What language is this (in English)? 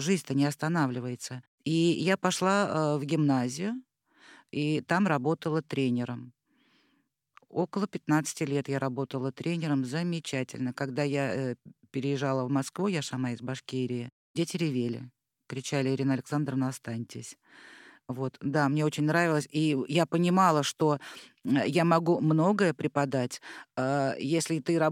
Russian